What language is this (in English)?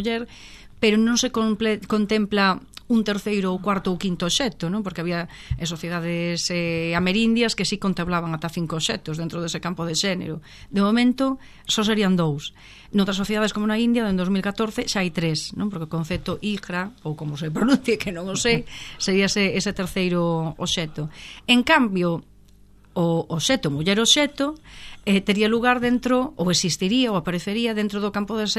Galician